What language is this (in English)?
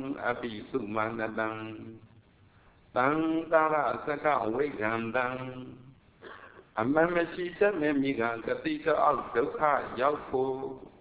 Burmese